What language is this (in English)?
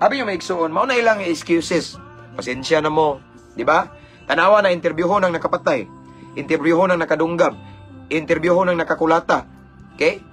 Cebuano